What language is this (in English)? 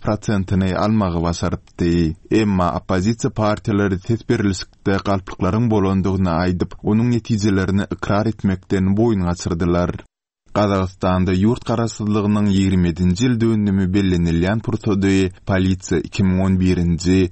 Turkmen